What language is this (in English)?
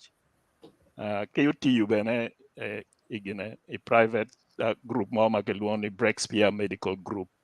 Acoli